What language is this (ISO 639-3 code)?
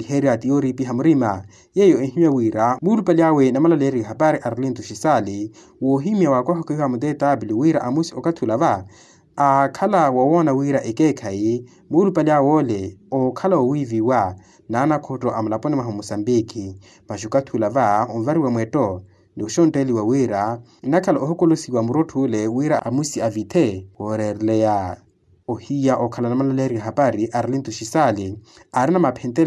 vmw